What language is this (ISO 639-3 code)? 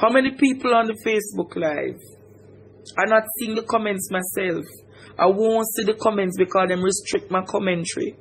jam